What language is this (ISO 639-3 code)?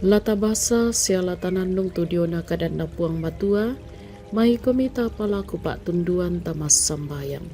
sda